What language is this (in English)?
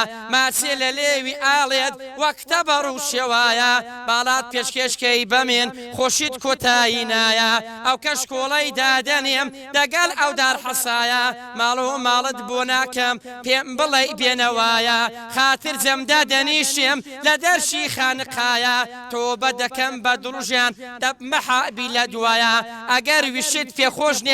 Central Kurdish